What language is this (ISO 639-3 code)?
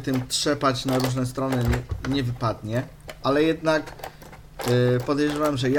pol